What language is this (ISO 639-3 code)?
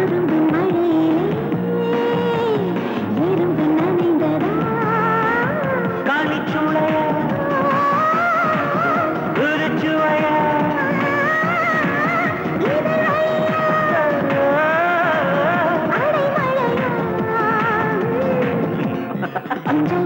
tam